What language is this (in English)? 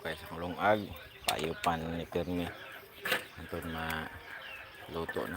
Cebuano